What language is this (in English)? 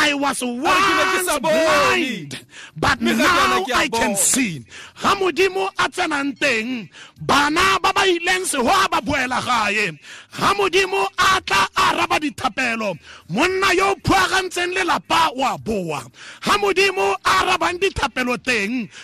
Tswana